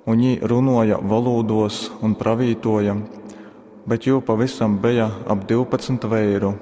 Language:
Latgalian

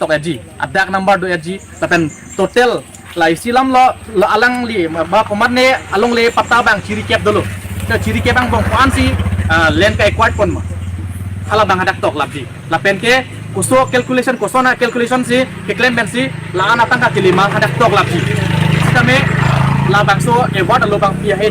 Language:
Karbi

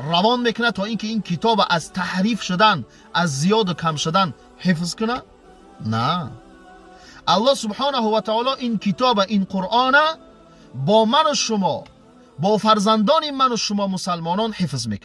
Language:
Tajik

